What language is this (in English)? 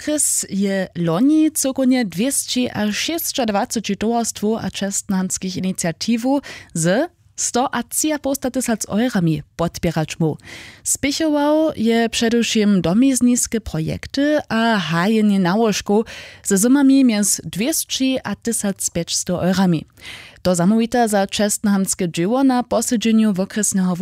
Upper Sorbian